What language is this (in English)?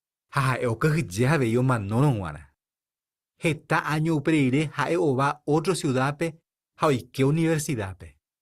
Guarani